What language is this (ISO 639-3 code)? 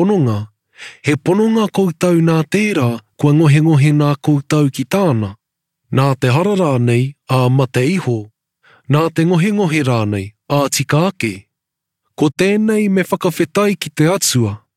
mri